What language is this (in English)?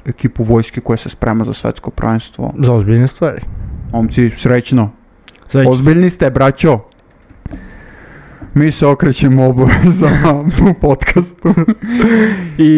Serbian